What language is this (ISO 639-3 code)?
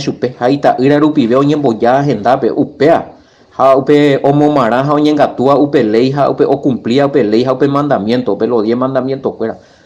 grn